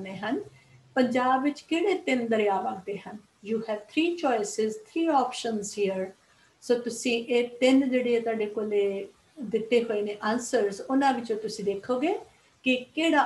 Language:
Punjabi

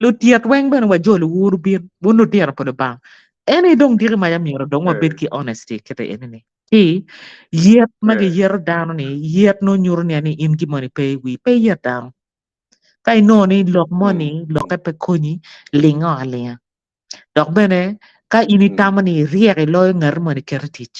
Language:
Acoli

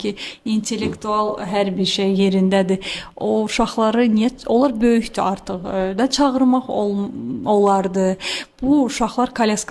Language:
Azerbaijani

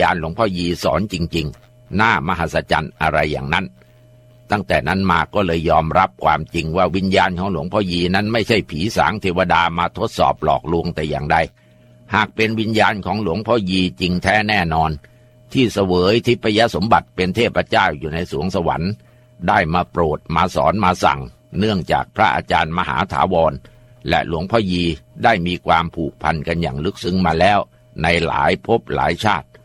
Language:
Thai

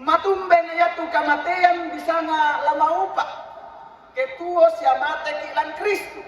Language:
Toraja-Sa'dan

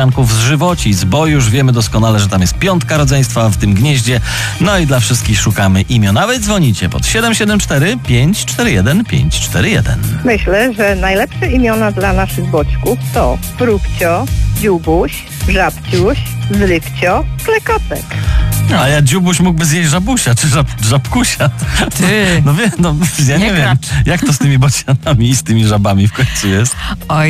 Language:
Polish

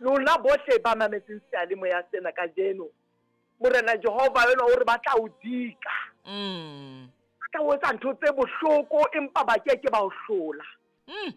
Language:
Southern Sotho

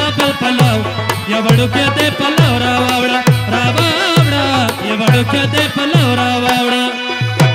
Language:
Persian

